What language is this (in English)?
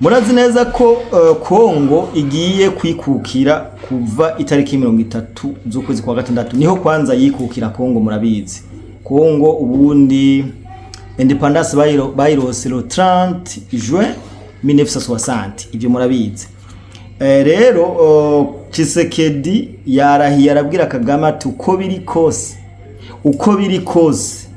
Rundi